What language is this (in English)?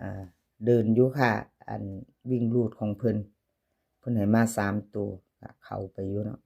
Northeastern Thai